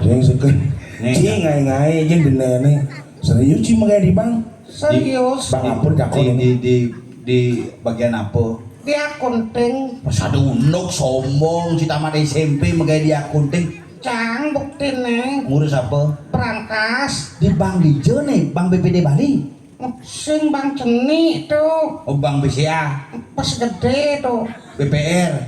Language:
Balinese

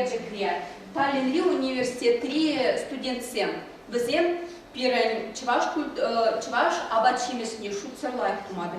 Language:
Chuvash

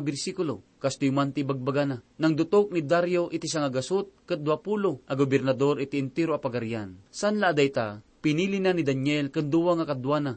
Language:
Iloko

